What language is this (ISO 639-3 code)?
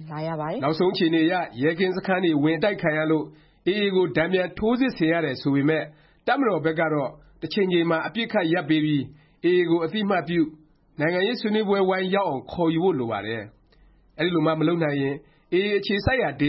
mya